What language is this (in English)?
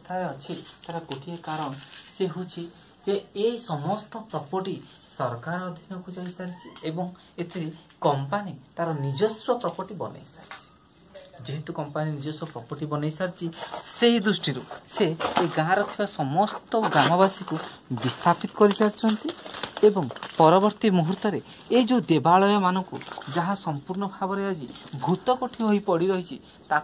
Odia